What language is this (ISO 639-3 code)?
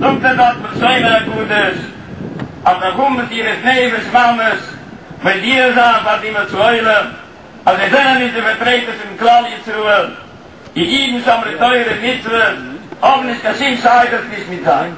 yid